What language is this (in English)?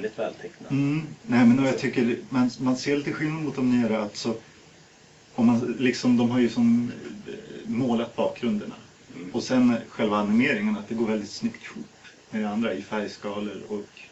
Swedish